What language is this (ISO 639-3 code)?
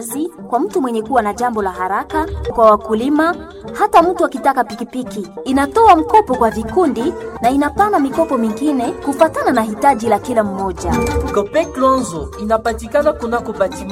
swa